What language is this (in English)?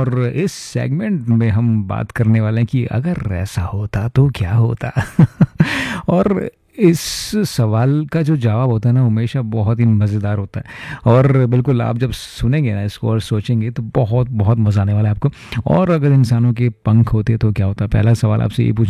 Hindi